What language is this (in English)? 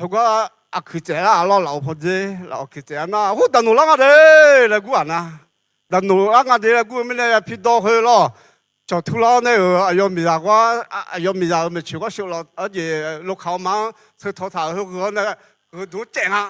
Akha